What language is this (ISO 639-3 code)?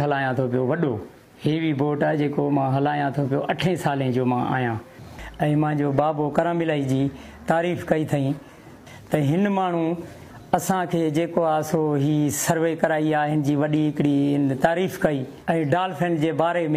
snd